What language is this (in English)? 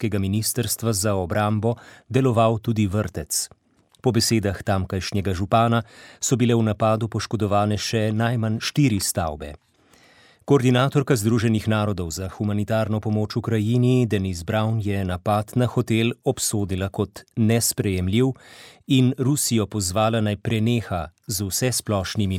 Slovenian